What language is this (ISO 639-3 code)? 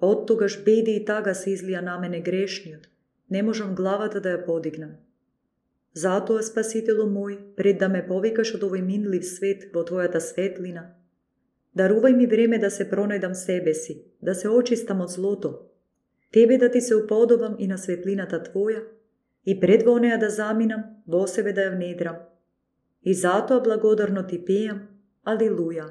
mkd